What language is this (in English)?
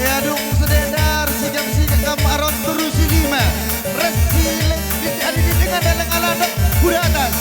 Batak Karo